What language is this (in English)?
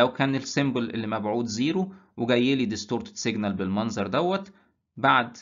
Egyptian Arabic